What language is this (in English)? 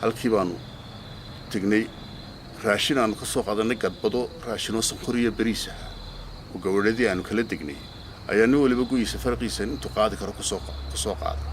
Somali